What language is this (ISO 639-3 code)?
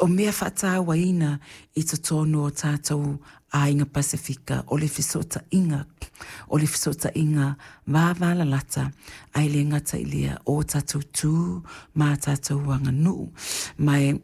smo